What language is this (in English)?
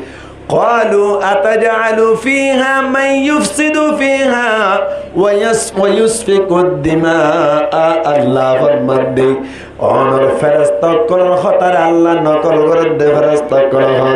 Rohingya